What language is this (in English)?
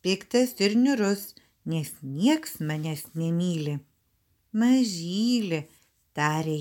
Lithuanian